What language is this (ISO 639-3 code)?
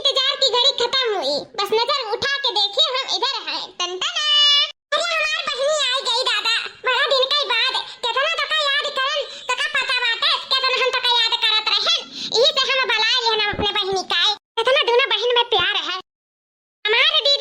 awa